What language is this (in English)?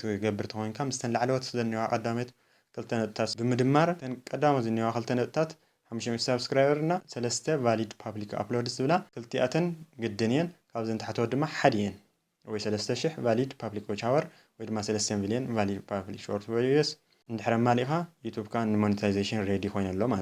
Tigrinya